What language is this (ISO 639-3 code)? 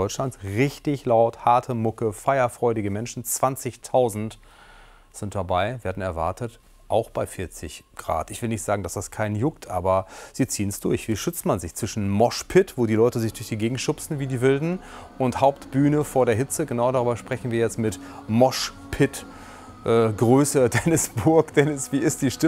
deu